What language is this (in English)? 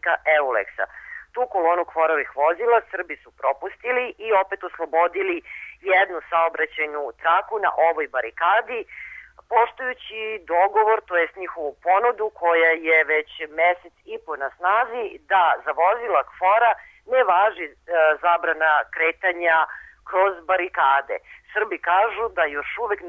Serbian